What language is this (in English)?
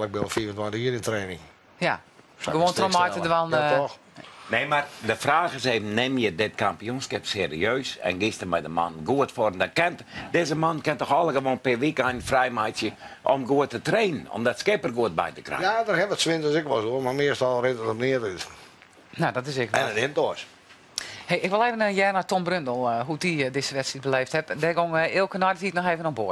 Western Frisian